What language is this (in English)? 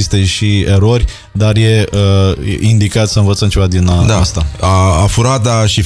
Romanian